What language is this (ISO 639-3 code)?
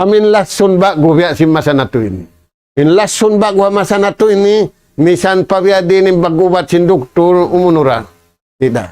tsg